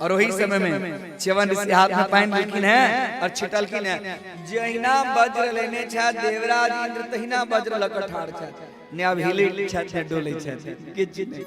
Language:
Maithili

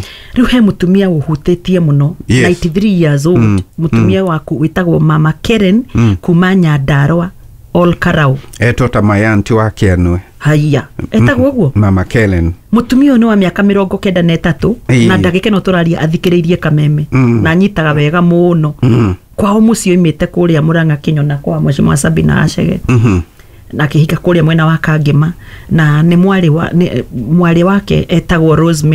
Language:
Kikuyu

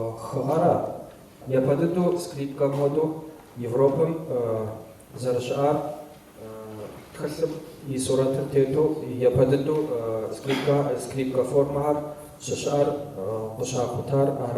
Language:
Kabardian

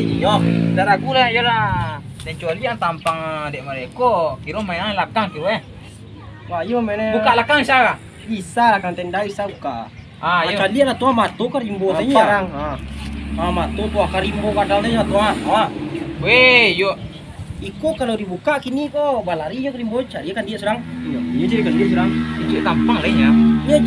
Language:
Minangkabau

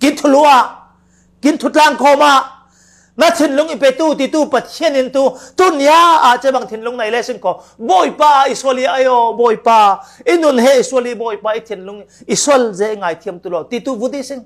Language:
Falam Chin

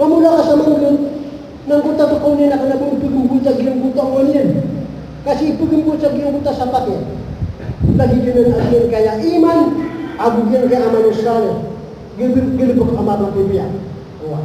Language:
Maranao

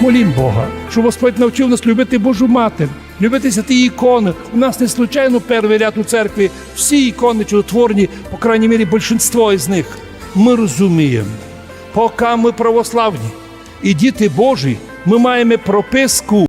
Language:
Rusyn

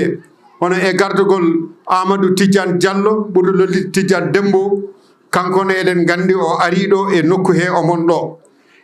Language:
Fula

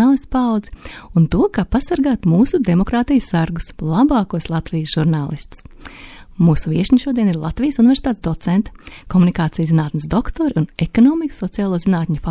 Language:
Latvian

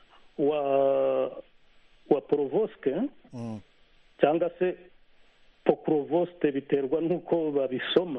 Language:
Kinyarwanda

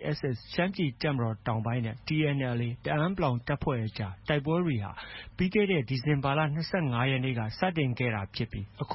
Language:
Burmese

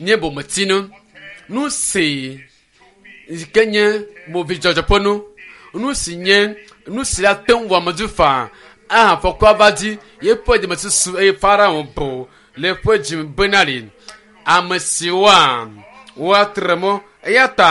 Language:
Ewe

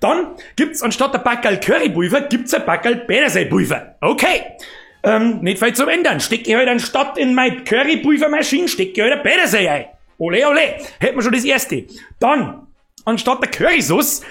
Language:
Bavarian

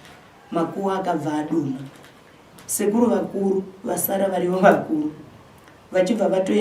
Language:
Shona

